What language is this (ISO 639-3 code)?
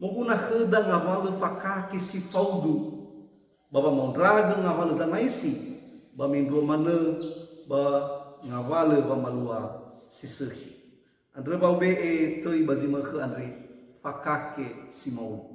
nia